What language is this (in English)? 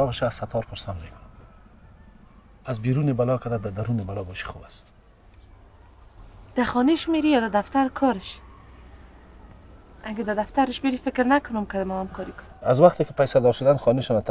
Persian